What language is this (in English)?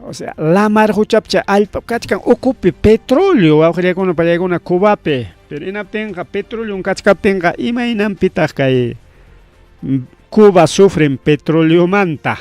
Ayacucho Quechua